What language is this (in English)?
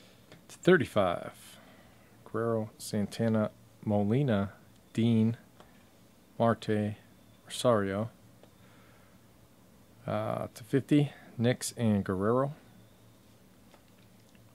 English